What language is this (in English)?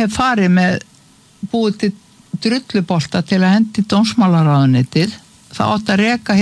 Icelandic